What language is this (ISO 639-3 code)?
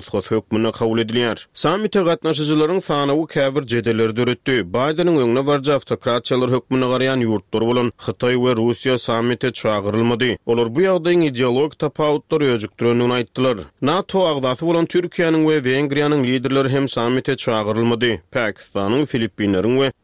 tuk